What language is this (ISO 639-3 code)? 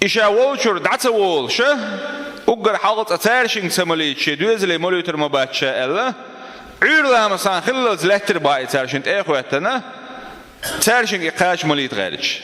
che